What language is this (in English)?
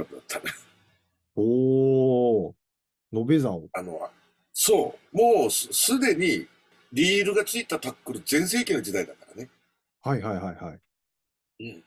Japanese